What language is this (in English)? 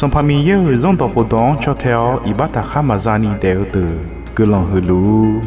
Akha